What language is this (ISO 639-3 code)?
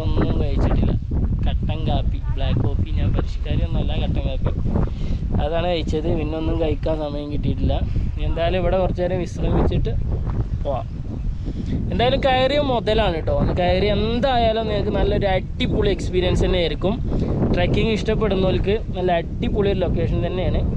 mal